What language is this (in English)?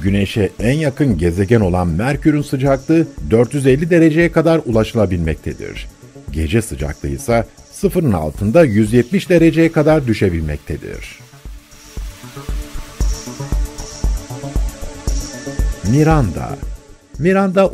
Turkish